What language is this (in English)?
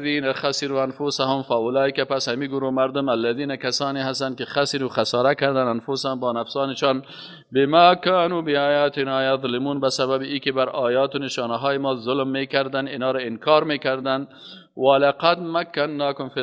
Persian